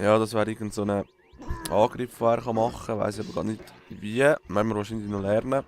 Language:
Swiss German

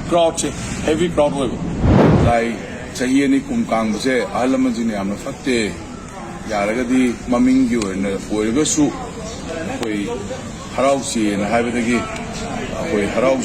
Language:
Manipuri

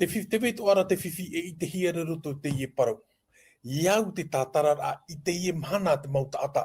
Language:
Tahitian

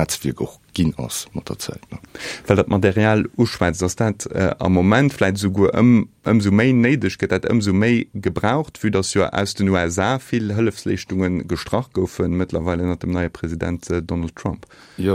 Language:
Luxembourgish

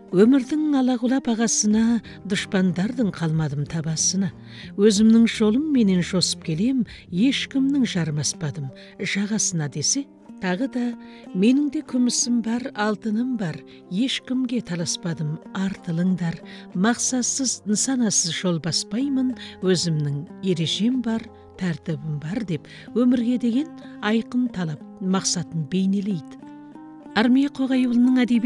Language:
Kazakh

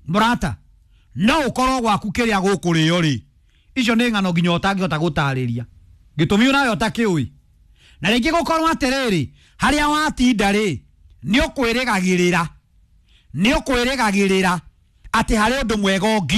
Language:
Kikuyu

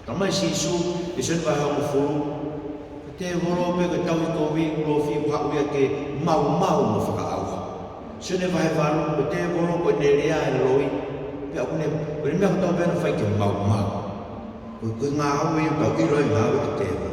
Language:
Tongan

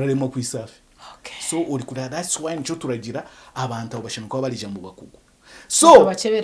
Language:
Nyankole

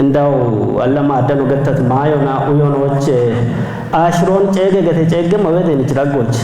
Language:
Kafa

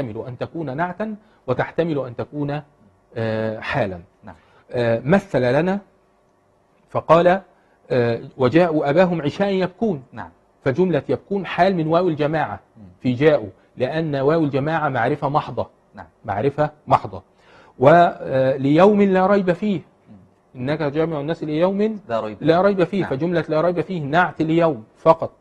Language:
Arabic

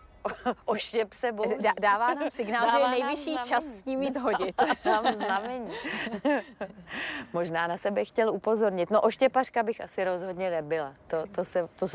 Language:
Czech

